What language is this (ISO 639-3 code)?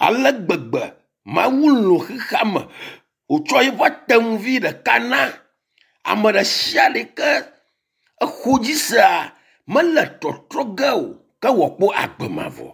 ewe